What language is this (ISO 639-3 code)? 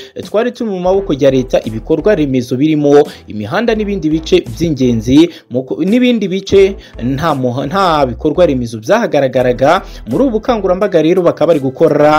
kin